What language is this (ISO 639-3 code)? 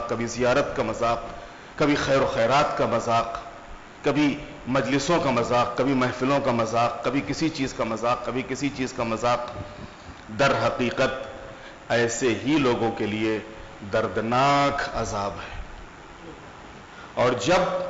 urd